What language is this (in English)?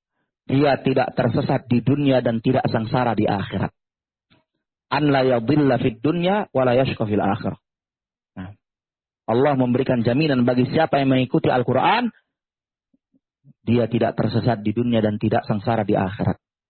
Indonesian